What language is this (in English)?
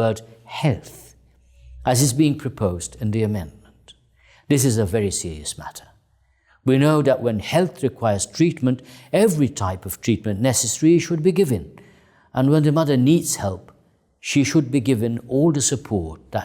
English